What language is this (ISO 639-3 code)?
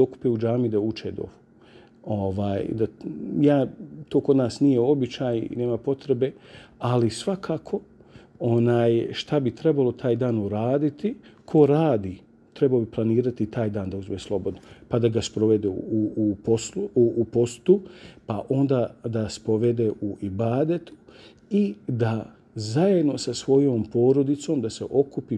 bos